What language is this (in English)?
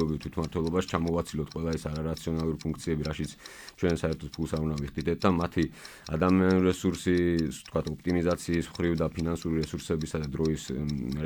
Georgian